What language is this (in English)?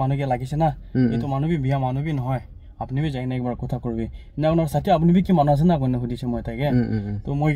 Naga Pidgin